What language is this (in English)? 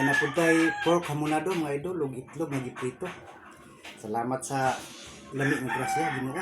Cebuano